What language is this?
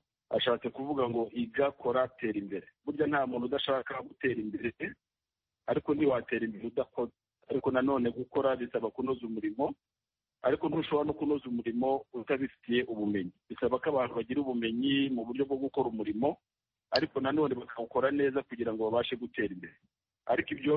Kinyarwanda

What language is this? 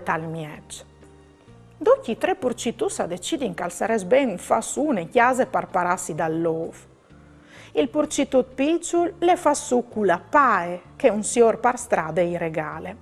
Friulian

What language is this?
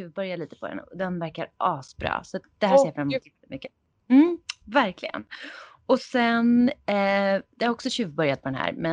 Swedish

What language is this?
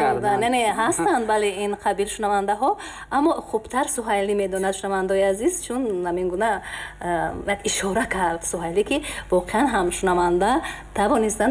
Tajik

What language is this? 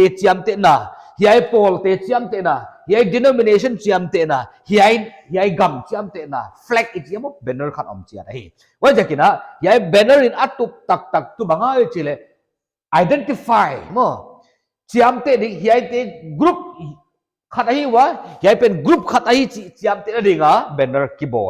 Paite Chin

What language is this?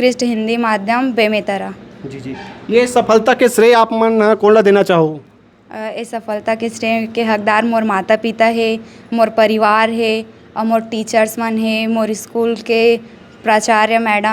Chhattisgarhi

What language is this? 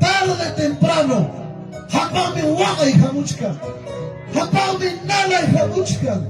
Ayacucho Quechua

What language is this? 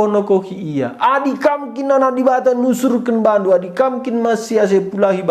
Batak Karo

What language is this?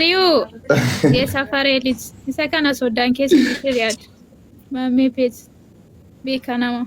Oromo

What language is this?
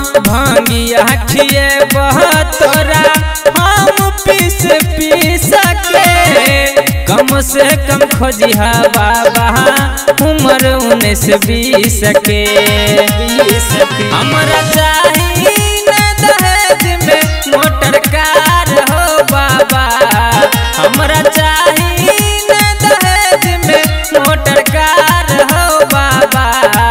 Bhojpuri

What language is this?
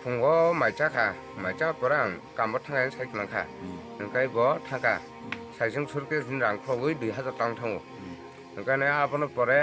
Kok Borok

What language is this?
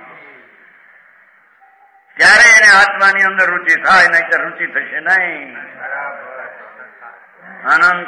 Gujarati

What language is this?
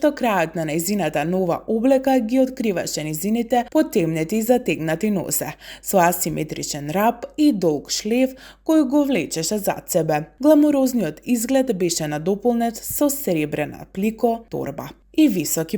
Macedonian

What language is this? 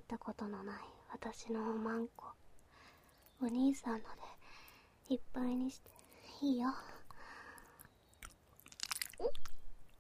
Japanese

